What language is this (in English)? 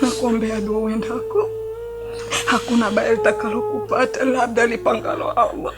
Swahili